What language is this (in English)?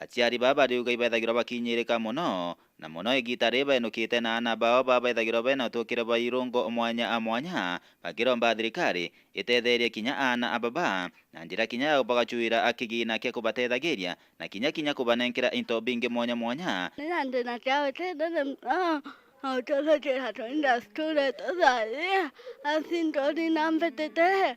Meru